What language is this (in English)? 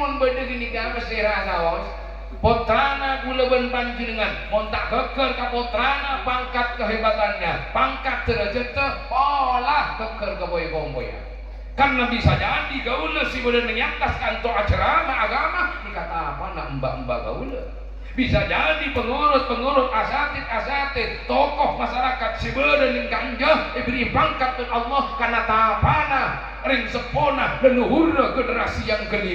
Madurese